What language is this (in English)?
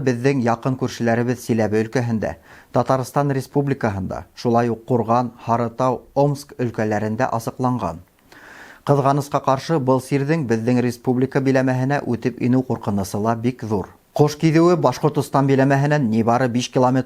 Bashkir